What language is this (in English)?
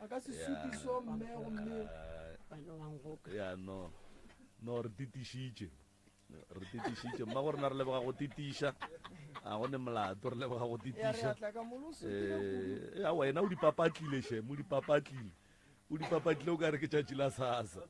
Northern Sotho